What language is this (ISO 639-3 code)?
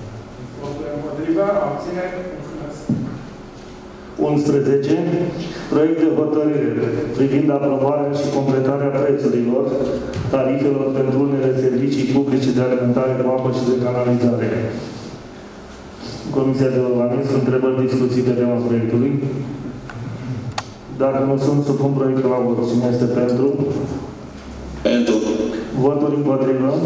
ron